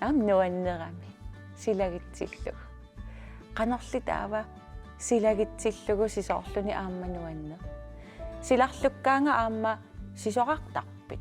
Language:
Kalaallisut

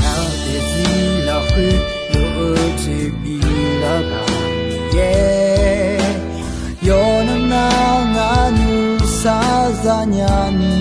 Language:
Akha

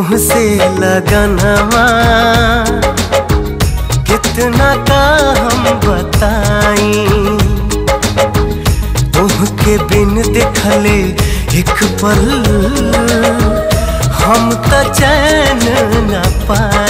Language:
Bhojpuri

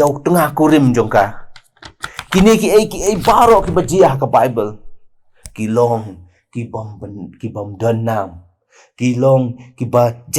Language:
Khasi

